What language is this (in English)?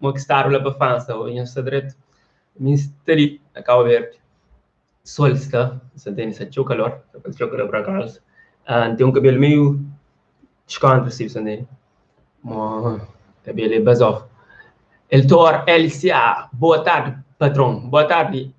Kabuverdianu